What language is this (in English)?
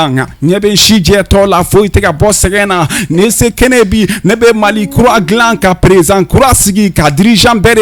Bambara